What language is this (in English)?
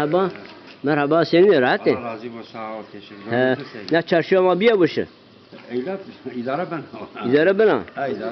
Zaza